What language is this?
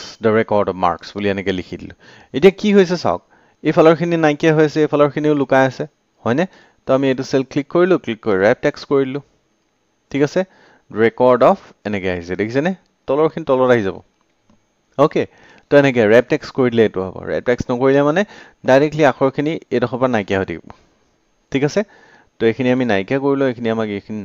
Assamese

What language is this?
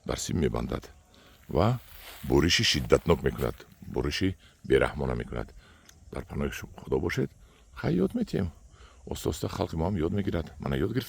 Tajik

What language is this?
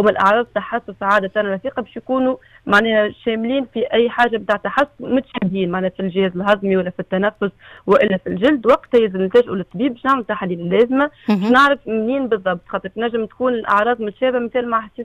Tunisian Arabic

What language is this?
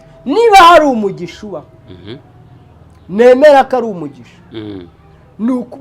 Kinyarwanda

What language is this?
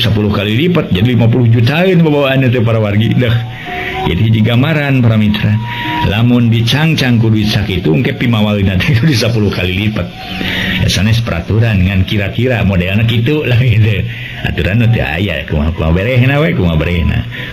Sundanese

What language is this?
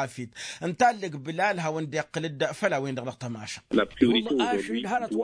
Tamasheq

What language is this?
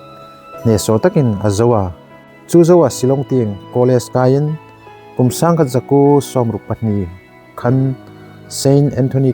Hmar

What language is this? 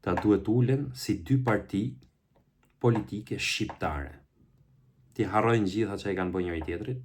Albanian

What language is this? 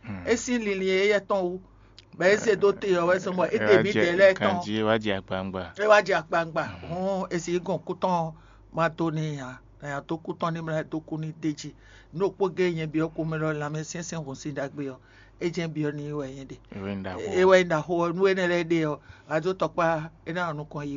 Fon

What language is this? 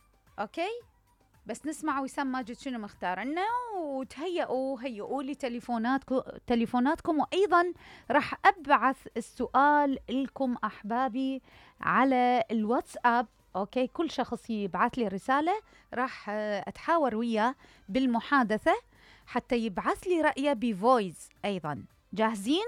Mesopotamian Arabic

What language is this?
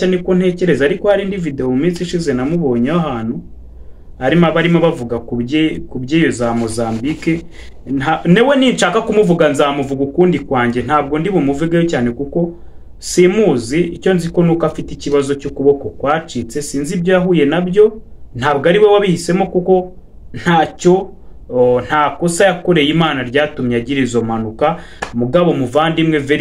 Kinyarwanda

